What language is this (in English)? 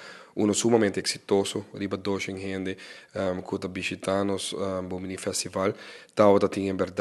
Papiamento